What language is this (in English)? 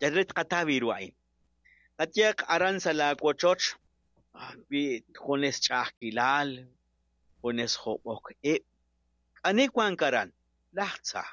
Kekchí